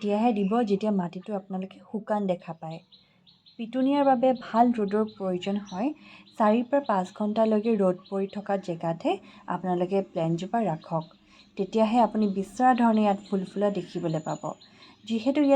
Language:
Assamese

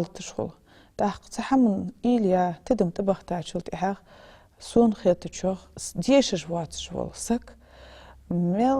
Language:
Ingush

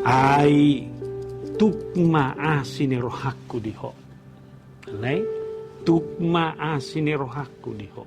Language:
Batak Toba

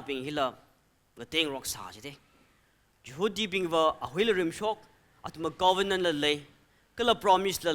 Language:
Tangkhul Naga (India)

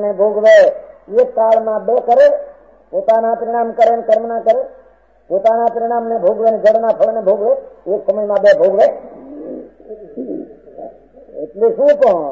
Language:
Gujarati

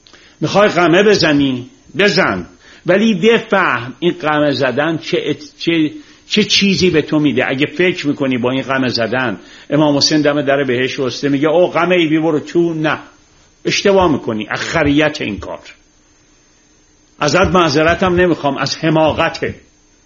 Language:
Persian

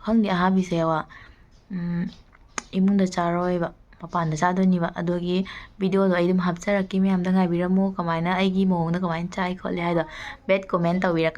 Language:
Manipuri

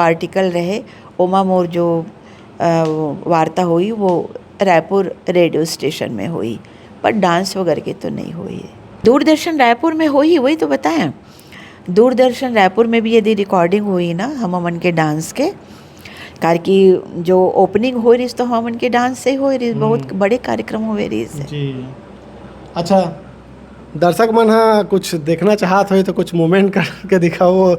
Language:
Chhattisgarhi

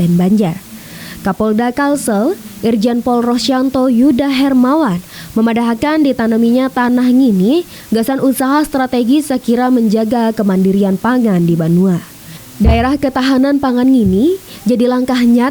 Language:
Banjar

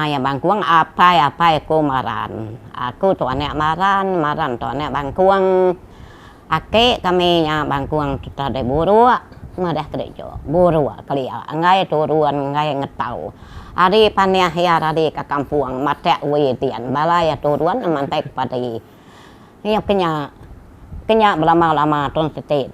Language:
Iban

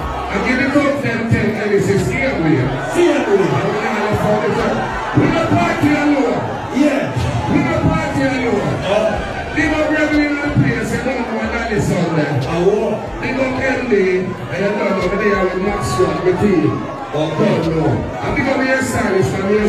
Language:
Jamaican Creole English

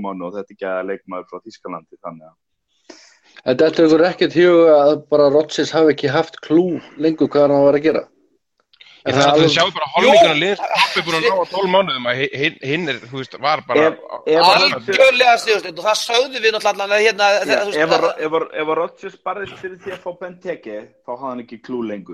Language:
Icelandic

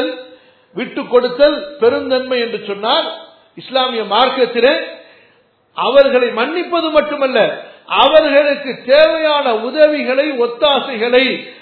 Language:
Tamil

